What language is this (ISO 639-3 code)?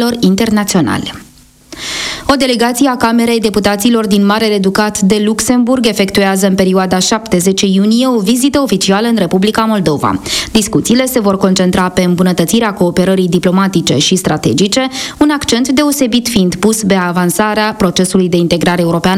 ron